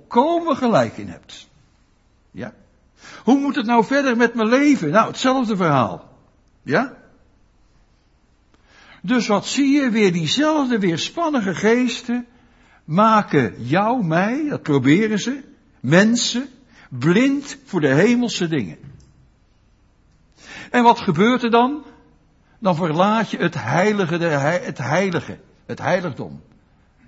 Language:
Dutch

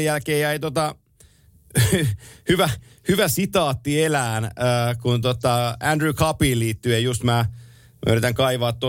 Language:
Finnish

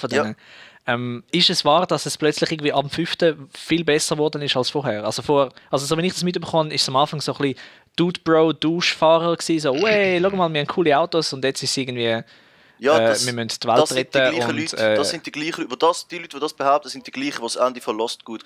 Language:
Swiss German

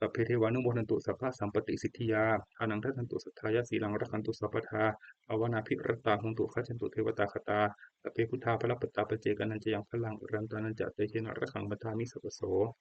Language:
Pali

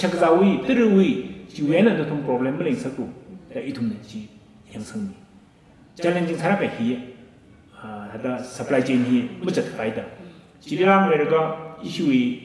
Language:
Tangkhul Naga (India)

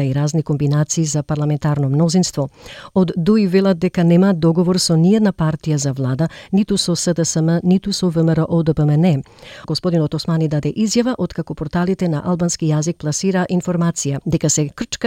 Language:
Macedonian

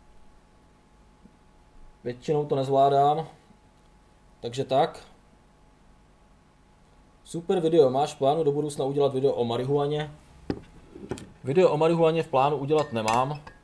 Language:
Czech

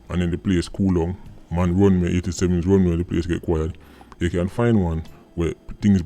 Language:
Jamaican Creole English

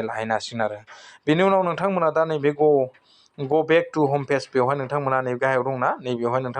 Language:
Bodo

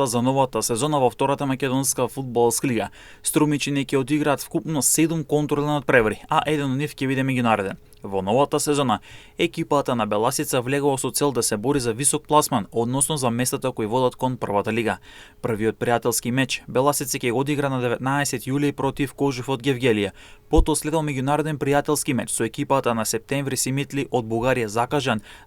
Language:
Macedonian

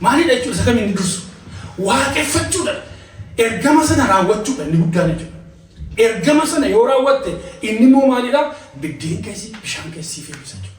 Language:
Oromo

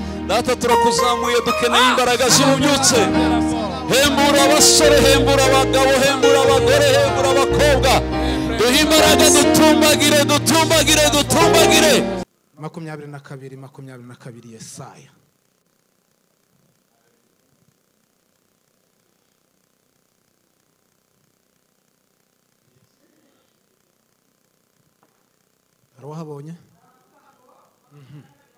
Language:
Kinyarwanda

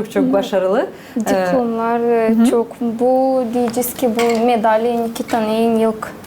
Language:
Gagauz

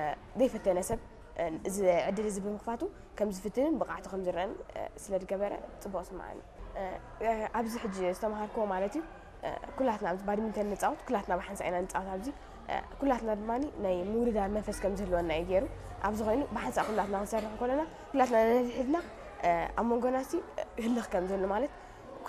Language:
Tigrinya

